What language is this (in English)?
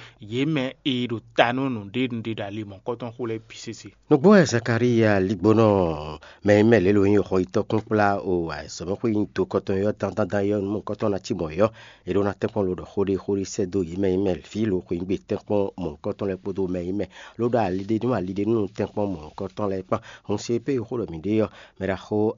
Fon